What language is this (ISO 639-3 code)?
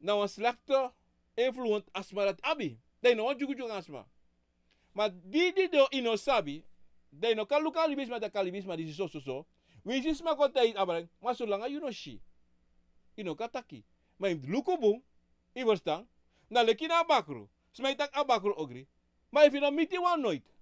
srn